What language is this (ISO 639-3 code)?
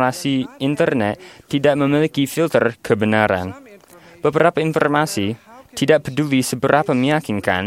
ind